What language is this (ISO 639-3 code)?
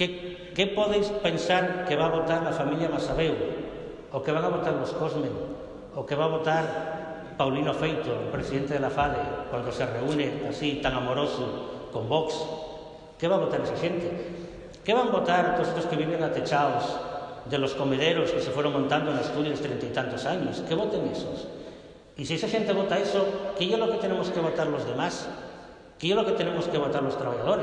ast